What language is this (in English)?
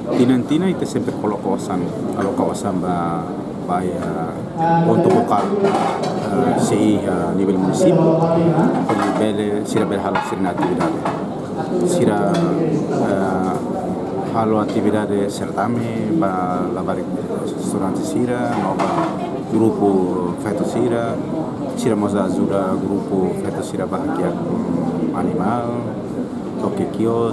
Tetum